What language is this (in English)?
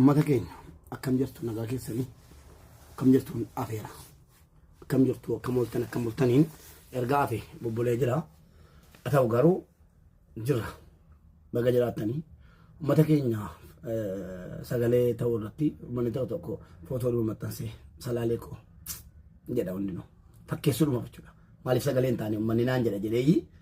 Oromo